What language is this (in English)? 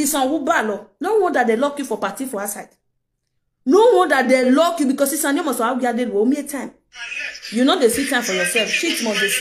Nigerian Pidgin